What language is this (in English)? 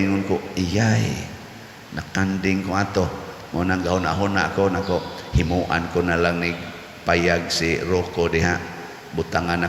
Cebuano